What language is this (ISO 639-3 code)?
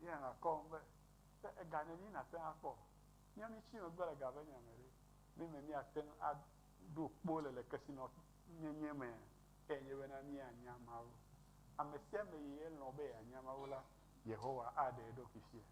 ewe